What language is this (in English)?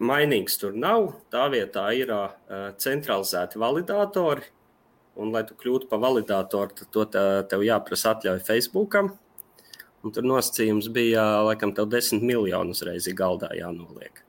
Latvian